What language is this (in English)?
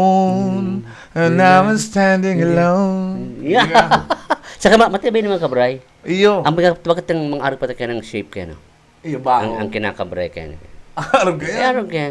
Bikol